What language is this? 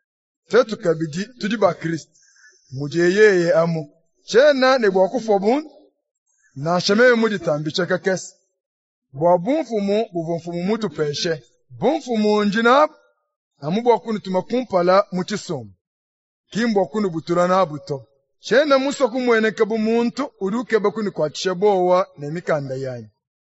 Luba-Lulua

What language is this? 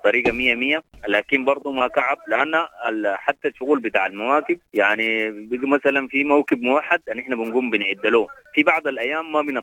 Sudanese Arabic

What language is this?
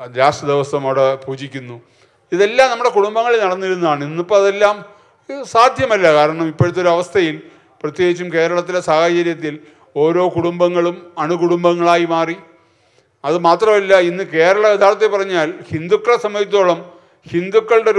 Malayalam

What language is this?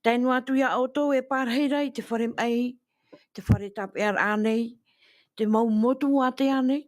Tahitian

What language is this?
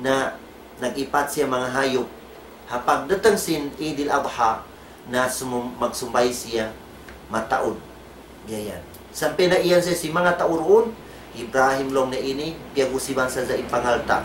Tausug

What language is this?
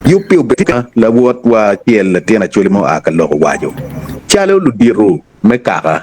Acoli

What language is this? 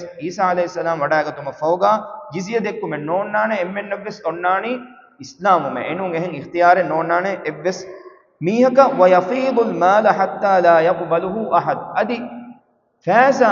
Divehi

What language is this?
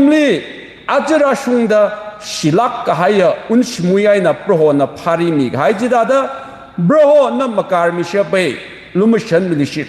Tangkhul Naga (India)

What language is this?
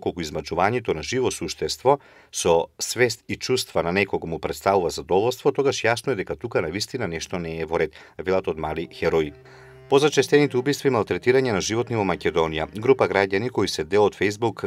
Macedonian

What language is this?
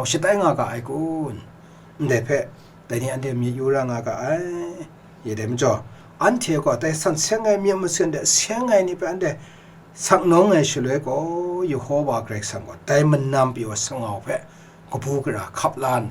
Kachin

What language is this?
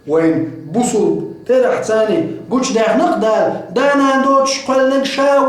Chechen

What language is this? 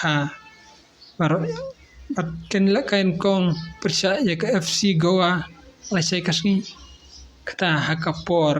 Khasi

